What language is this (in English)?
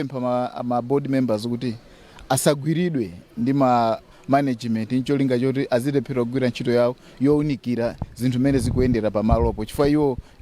Nyanja